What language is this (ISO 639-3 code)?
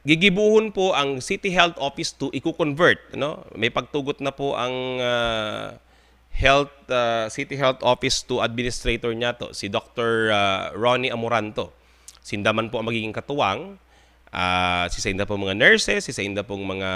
bik